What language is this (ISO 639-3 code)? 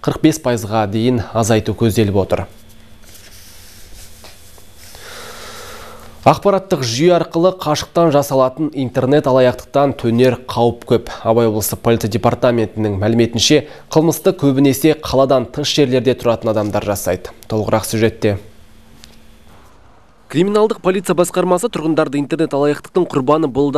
kaz